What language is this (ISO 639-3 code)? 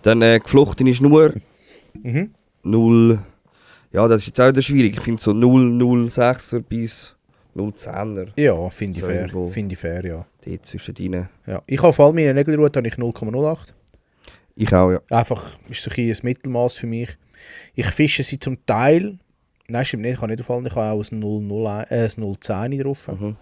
gsw